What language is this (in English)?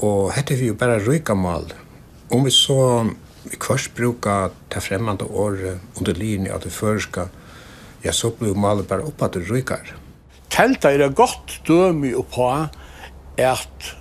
Faroese